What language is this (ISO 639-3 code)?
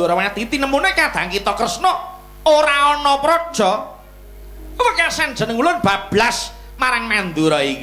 jav